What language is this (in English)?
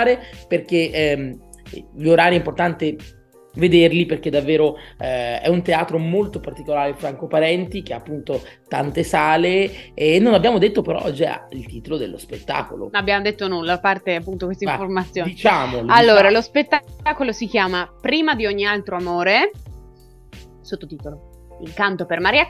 Italian